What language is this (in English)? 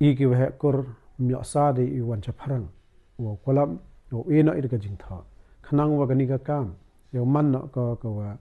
Pnar